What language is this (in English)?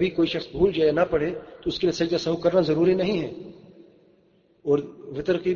Urdu